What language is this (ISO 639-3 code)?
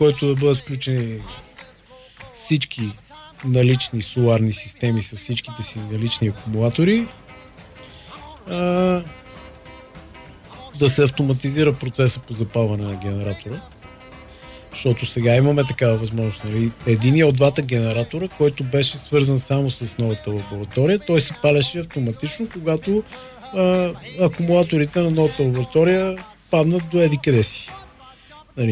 bul